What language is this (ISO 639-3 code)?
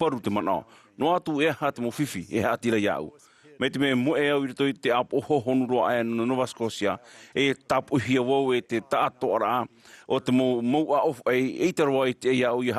tah